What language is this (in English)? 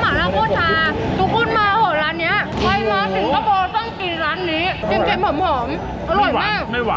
Thai